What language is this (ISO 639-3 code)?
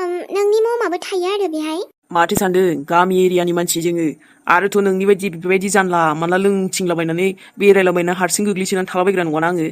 brx